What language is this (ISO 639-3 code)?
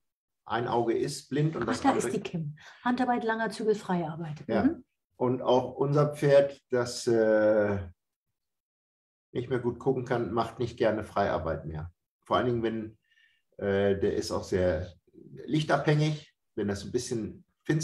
deu